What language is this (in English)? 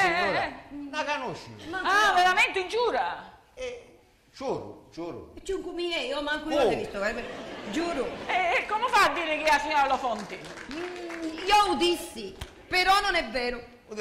Sicilian